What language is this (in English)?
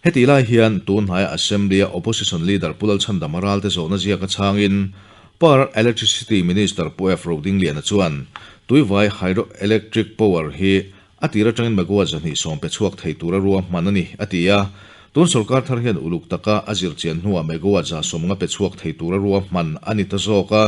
Mizo